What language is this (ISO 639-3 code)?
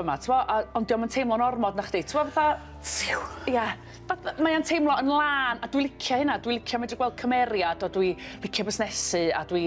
cym